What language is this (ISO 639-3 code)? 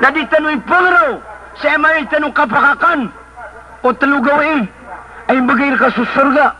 mrw